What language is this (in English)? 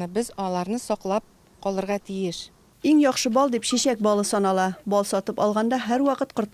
Tatar